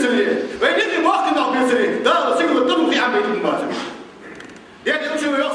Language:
Ingush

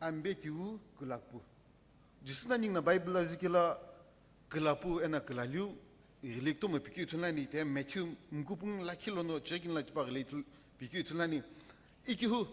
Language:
Sumi Naga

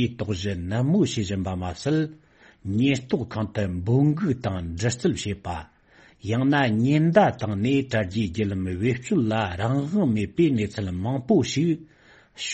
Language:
Tibetan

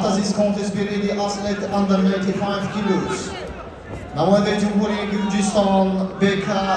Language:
Tajik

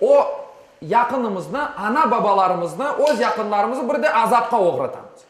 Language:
Crimean Tatar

